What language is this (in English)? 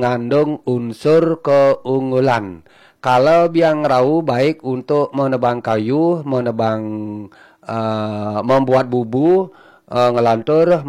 Balinese